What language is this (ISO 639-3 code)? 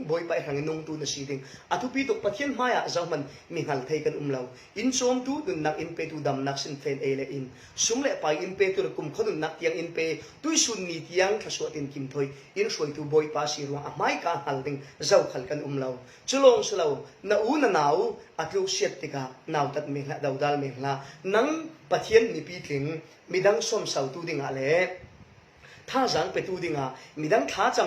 cfm